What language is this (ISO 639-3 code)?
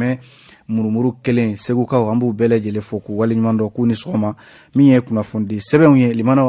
bam